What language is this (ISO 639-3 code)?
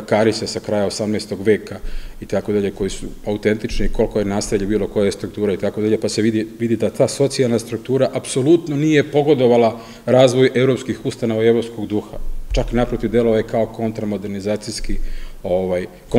srp